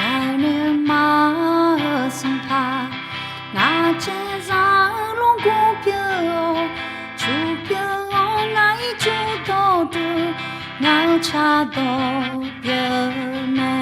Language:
Akha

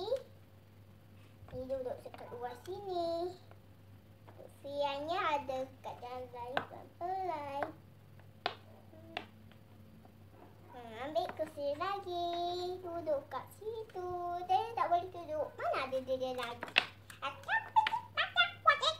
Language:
Malay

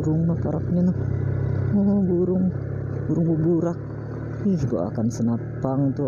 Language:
Banjar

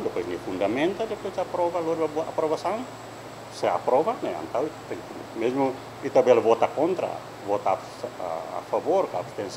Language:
Tetum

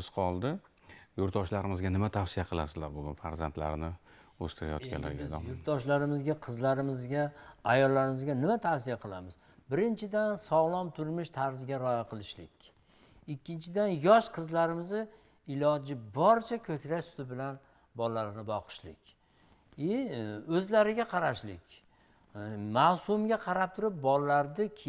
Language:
Uzbek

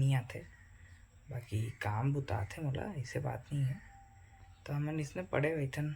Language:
Chhattisgarhi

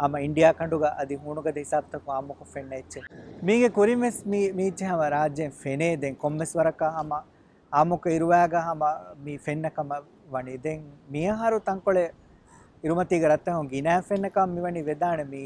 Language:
Divehi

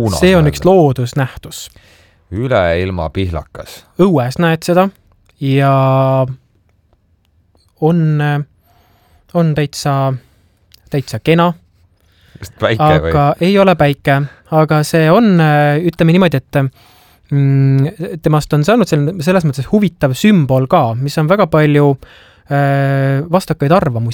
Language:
Estonian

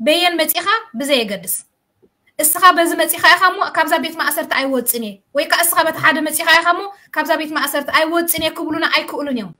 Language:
Tigrinya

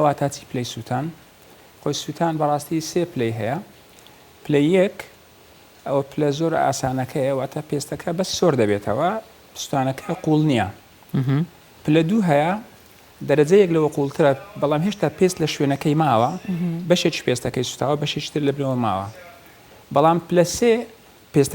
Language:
Central Kurdish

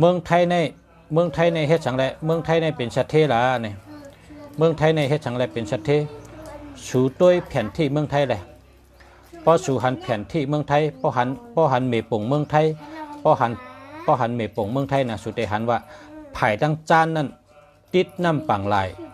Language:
Shan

